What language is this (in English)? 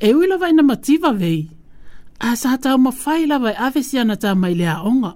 Samoan